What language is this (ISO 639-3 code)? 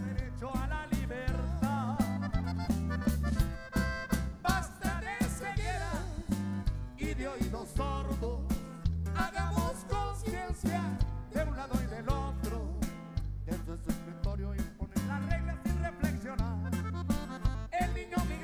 spa